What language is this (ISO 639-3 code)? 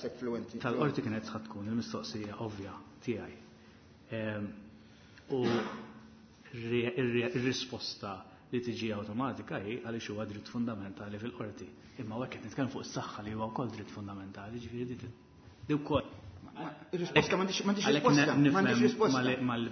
mlt